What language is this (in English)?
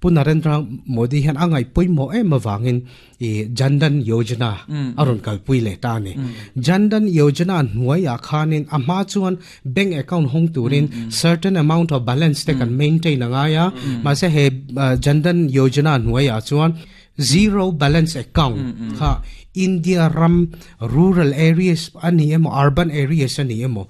Mizo